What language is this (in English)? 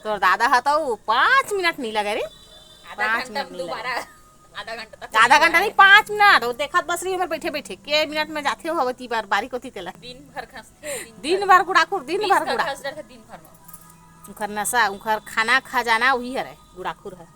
Chhattisgarhi